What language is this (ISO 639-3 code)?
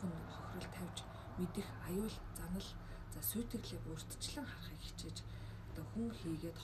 mon